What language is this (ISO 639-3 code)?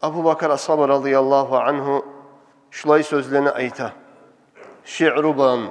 kum